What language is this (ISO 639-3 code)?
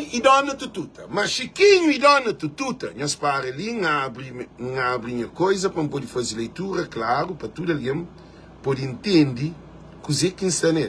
kea